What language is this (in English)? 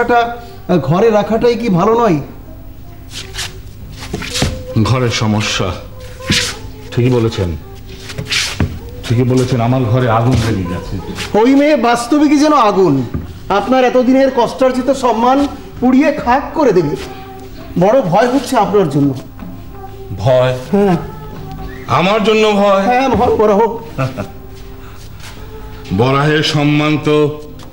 Bangla